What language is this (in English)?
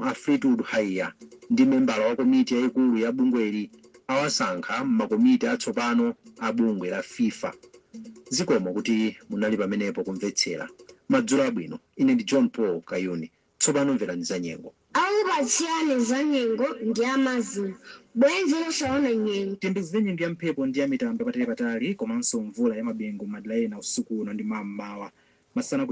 Nyanja